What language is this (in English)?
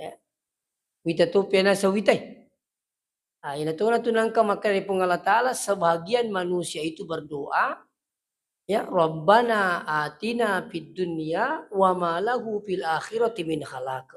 Buginese